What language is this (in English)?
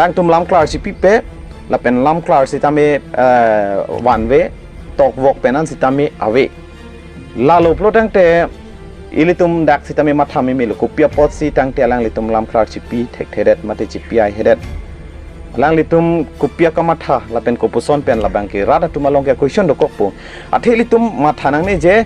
Karbi